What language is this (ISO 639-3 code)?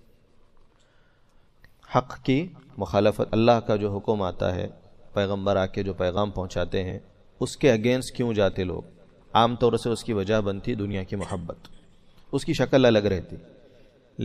urd